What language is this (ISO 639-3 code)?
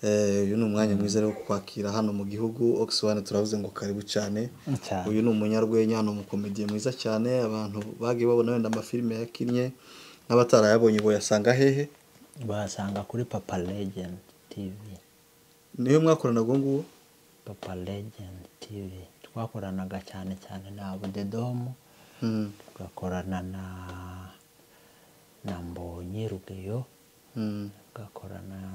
kin